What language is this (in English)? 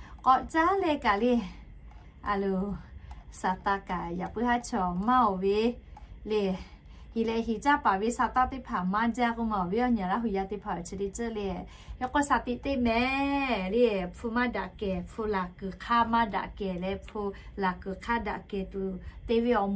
Lahu